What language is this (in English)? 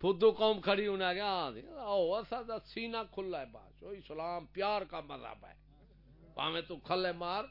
Saraiki